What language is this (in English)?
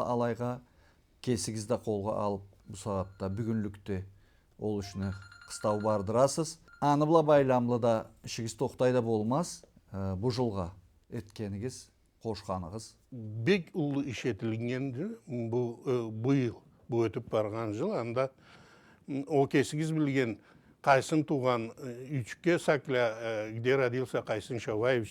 Karachay-Balkar